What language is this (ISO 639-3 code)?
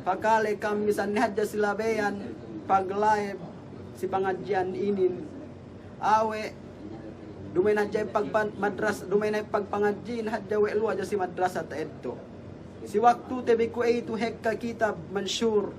yka